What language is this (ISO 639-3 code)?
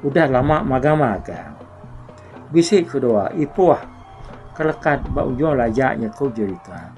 iba